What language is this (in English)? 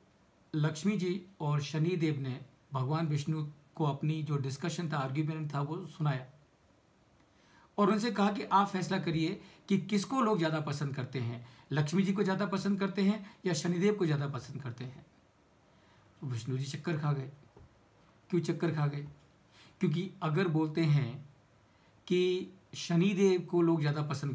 Hindi